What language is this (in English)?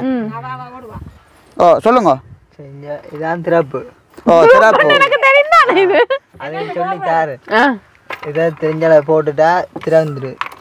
Tamil